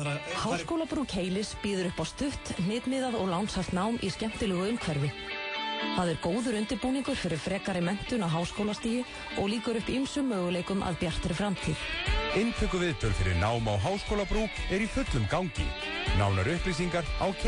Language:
Icelandic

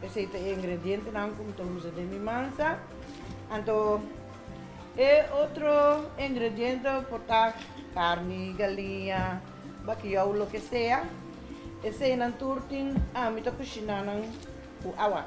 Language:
Papiamento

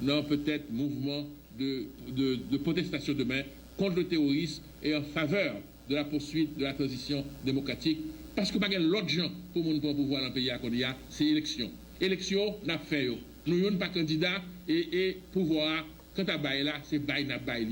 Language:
Haitian Creole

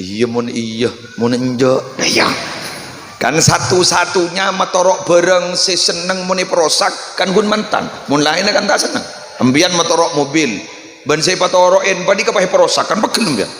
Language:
Madurese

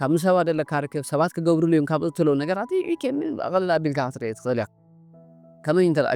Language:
Tigrinya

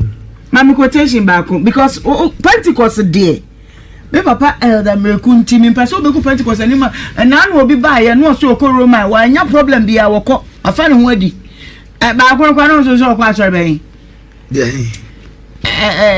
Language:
Akan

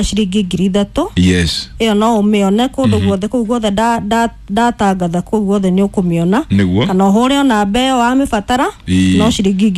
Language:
Kikuyu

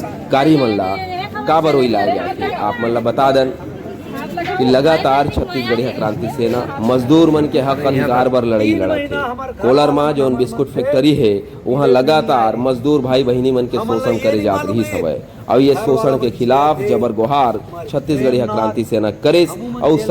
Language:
Chhattisgarhi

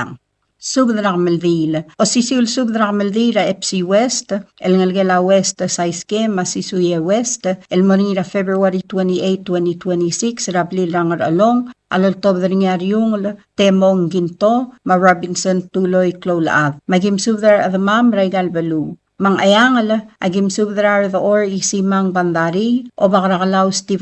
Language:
Palauan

